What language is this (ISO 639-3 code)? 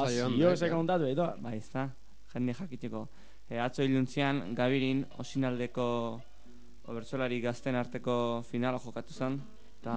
eus